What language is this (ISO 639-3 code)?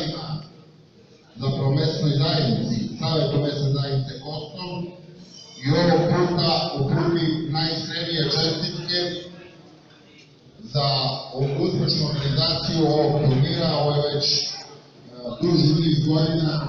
srp